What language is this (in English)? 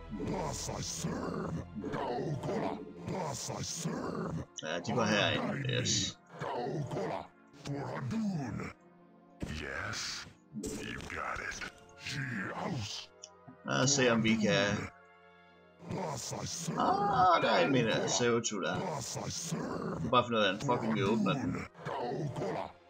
Danish